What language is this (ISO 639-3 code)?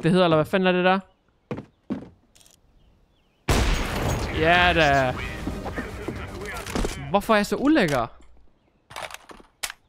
dan